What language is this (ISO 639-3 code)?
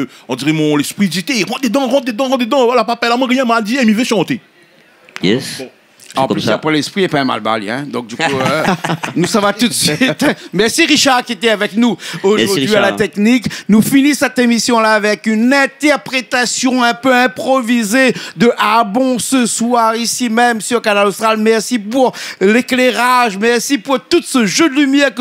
rcf